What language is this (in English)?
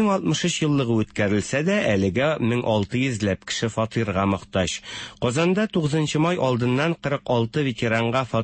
Tatar